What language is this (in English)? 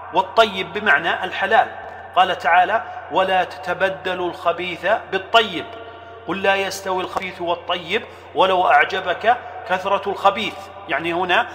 Arabic